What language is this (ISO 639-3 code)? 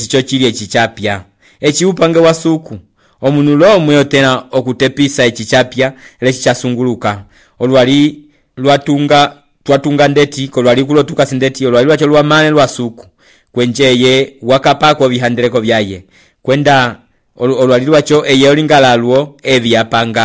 umb